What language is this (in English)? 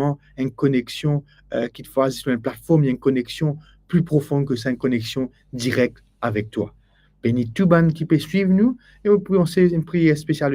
Morisyen